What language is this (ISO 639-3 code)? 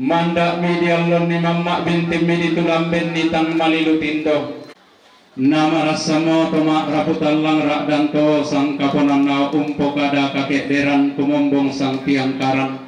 sda